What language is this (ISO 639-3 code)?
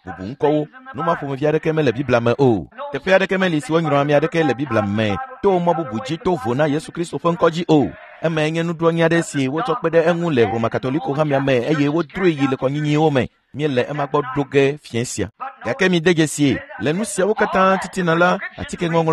ewe